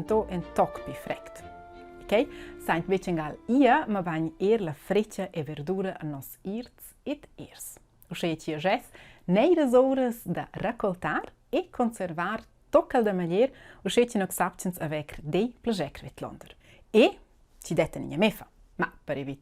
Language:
Romansh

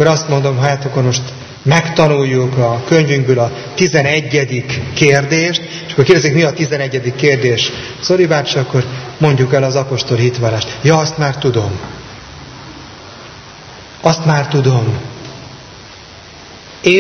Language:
Hungarian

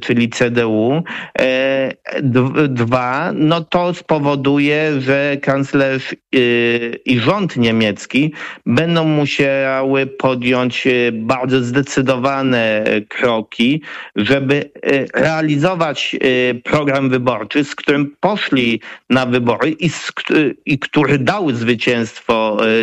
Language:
Polish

